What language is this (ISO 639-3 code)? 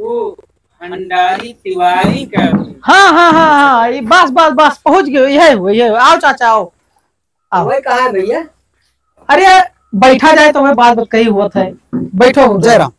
awa